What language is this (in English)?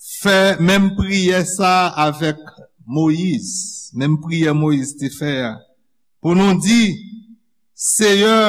Haitian Creole